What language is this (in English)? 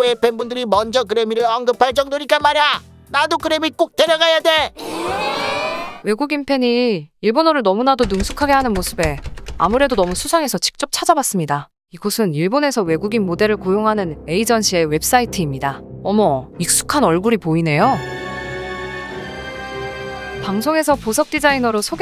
Korean